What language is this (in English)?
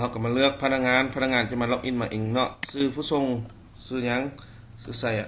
Lao